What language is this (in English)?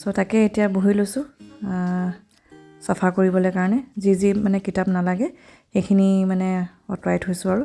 Assamese